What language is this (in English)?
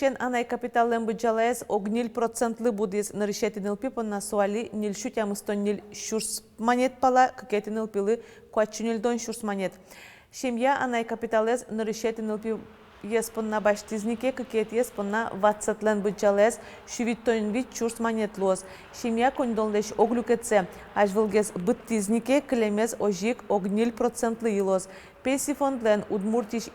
Udmurt